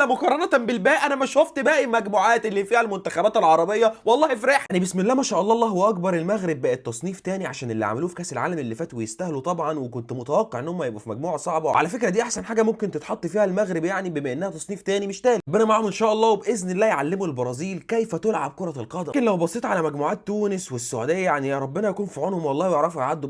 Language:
Egyptian Arabic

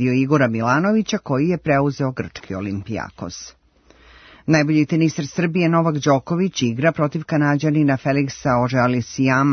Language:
Serbian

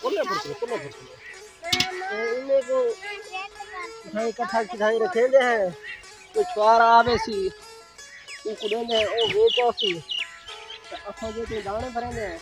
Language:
Saraiki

